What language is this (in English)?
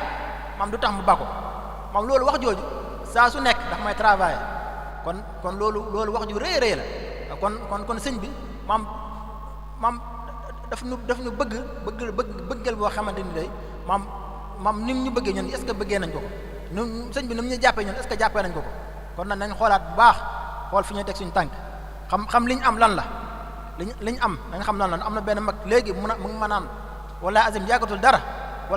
Wolof